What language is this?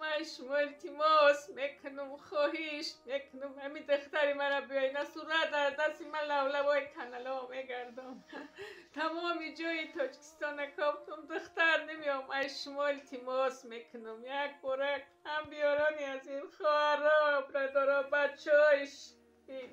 Tajik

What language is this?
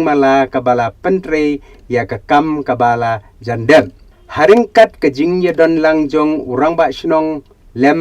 Khasi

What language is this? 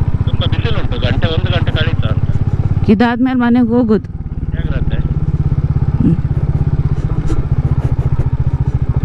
Kannada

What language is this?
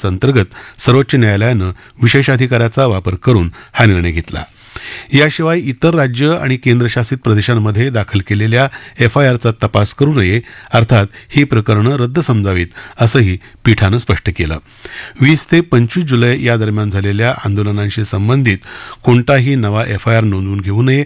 Marathi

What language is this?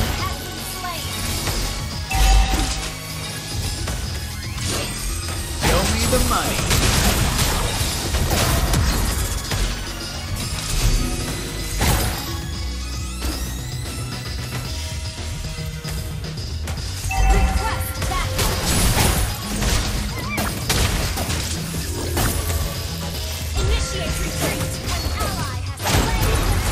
English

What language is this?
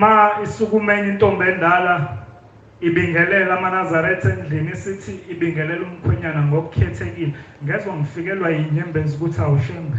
Zulu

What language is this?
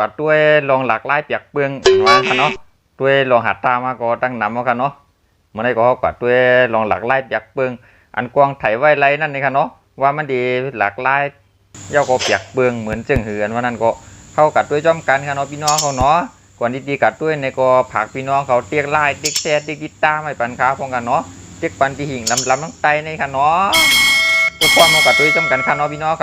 Shan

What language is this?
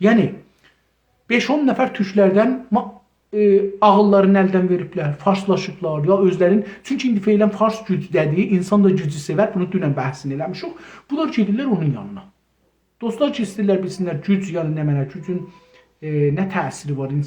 South Azerbaijani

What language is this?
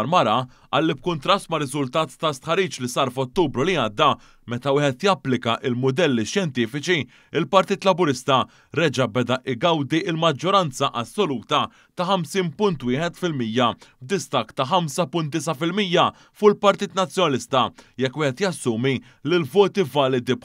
Maltese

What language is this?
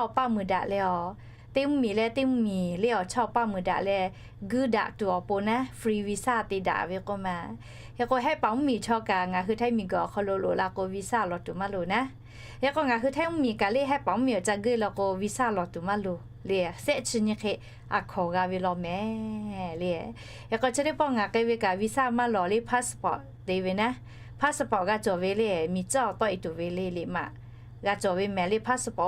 Lahu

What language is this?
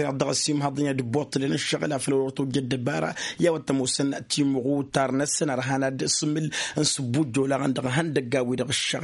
Tamasheq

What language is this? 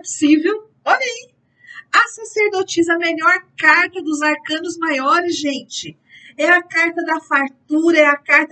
Portuguese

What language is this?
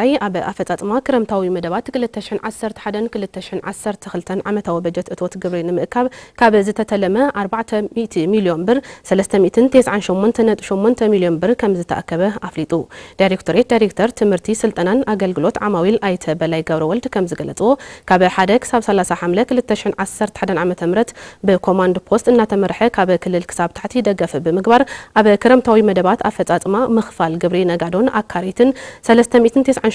Tigrinya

